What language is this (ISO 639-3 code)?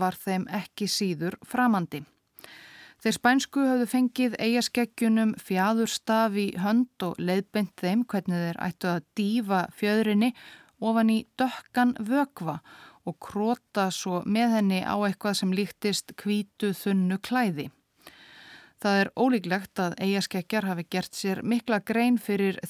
isl